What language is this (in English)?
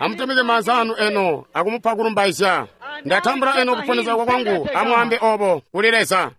Tonga (Zambia)